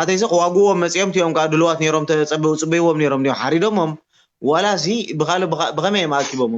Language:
Tigrinya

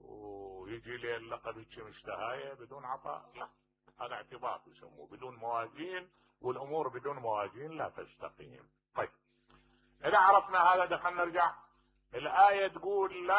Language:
Mesopotamian Arabic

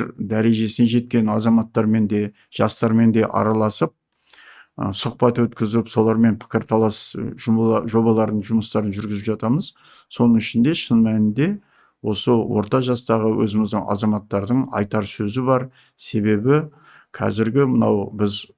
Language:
Kazakh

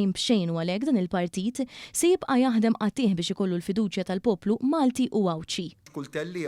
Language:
Maltese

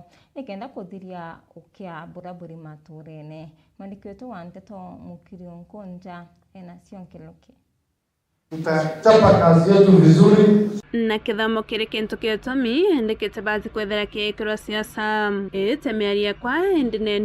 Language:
Meru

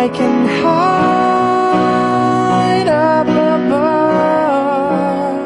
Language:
Kachin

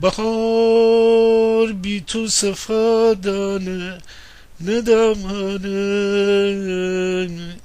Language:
Gilaki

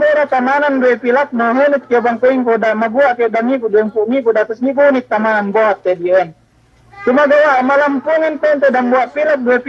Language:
Yakan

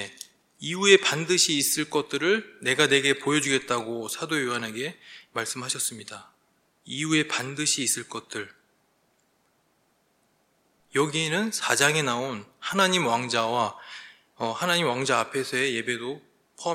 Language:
Korean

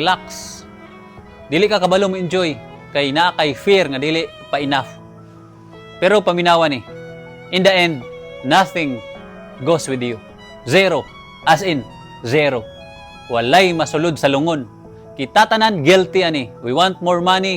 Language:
Cebuano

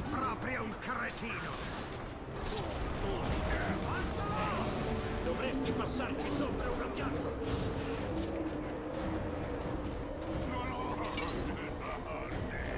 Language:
Italian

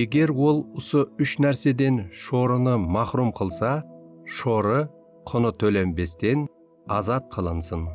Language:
Kara-Kalpak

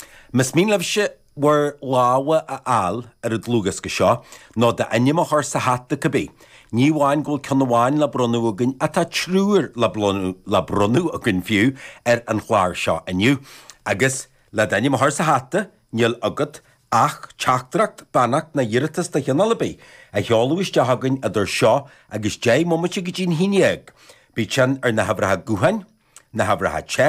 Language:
Irish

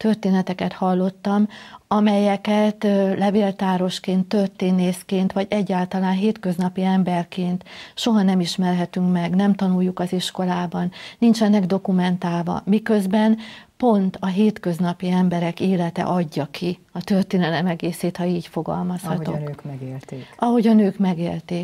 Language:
Hungarian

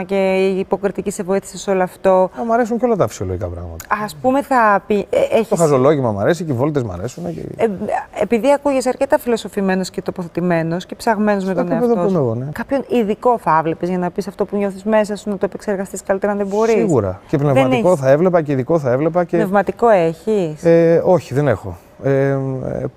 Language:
Greek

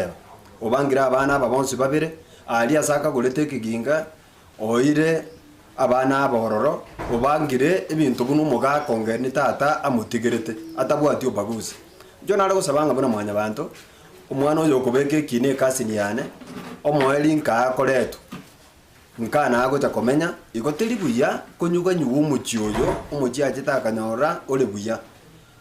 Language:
Gusii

